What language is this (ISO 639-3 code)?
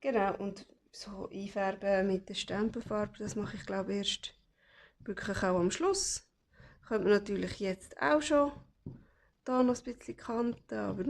gsw